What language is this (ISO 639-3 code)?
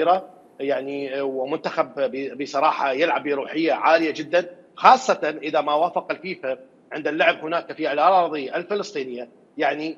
acm